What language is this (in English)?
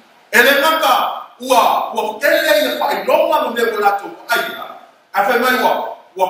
Samoan